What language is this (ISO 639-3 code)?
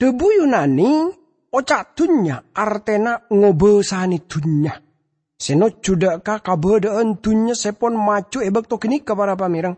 mad